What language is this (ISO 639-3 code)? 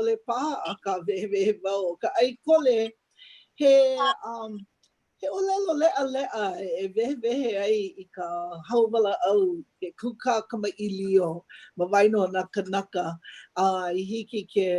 haw